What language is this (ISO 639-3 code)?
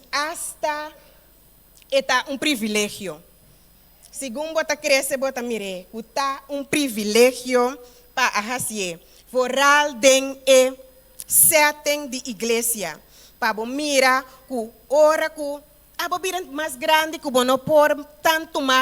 pap